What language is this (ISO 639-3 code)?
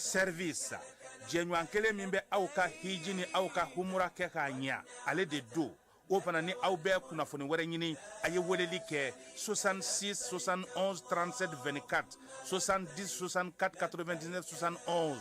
bam